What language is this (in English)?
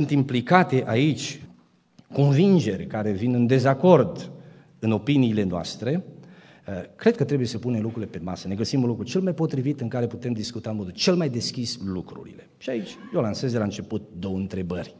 Romanian